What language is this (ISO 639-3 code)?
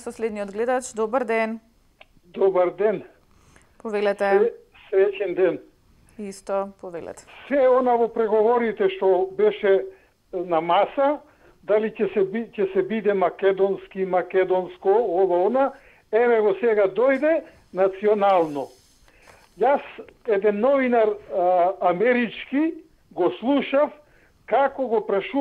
mkd